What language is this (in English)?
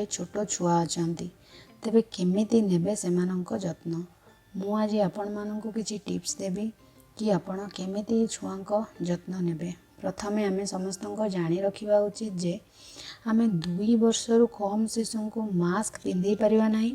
Odia